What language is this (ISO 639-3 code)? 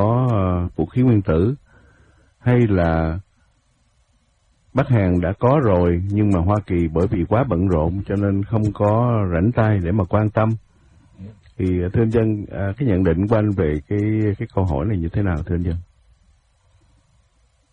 vie